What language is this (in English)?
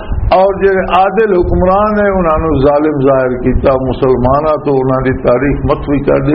Western Panjabi